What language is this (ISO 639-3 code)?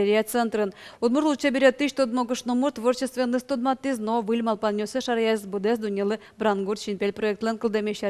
udm